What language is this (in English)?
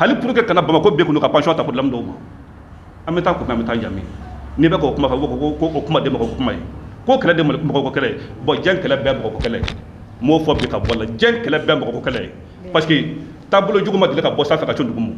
Bambara